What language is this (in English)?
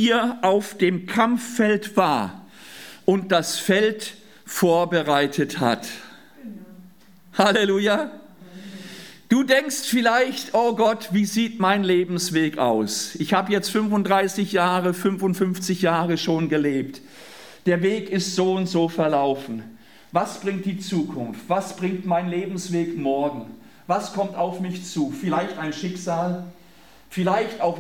German